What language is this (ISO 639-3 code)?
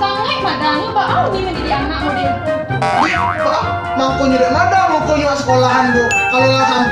min